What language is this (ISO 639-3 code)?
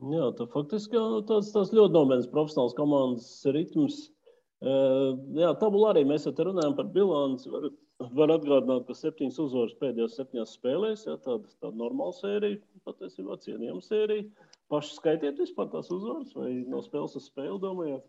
lav